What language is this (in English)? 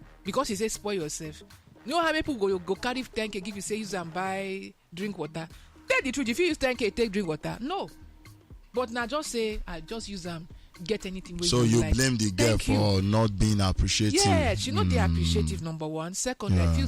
Nigerian Pidgin